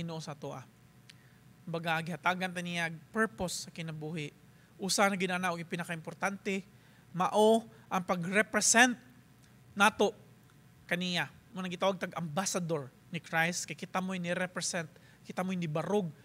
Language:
Cebuano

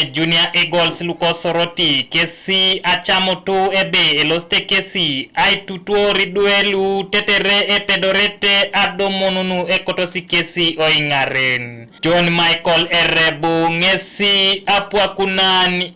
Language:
Teso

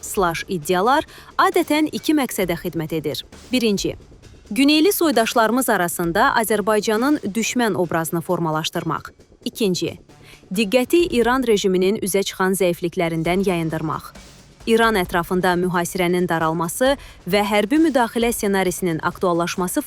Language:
Azerbaijani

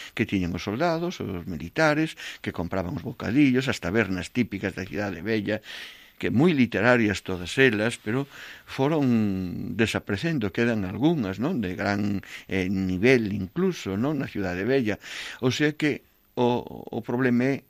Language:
Galician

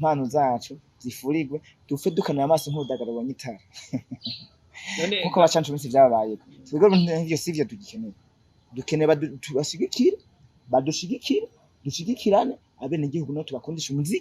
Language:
Rundi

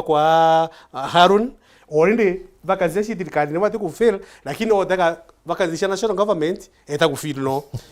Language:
Meru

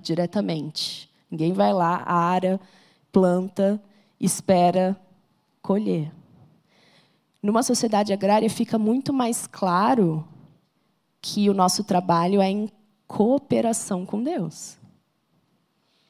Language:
Portuguese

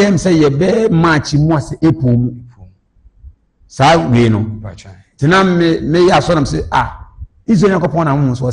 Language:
Akan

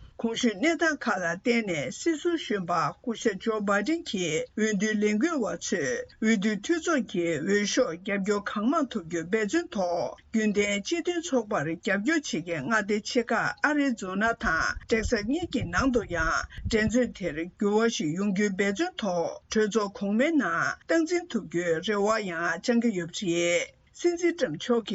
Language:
Tibetan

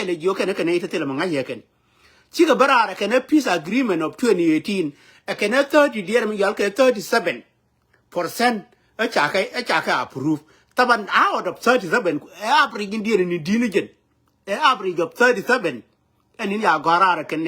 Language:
Nuer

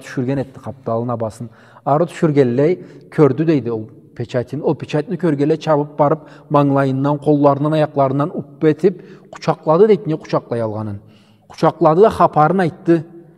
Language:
Karachay-Balkar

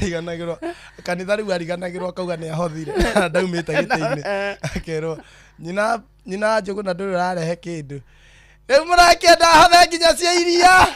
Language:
Kikuyu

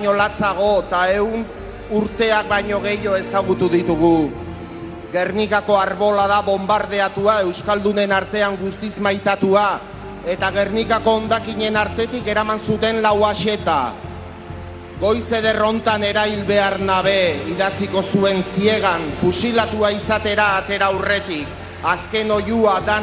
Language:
Basque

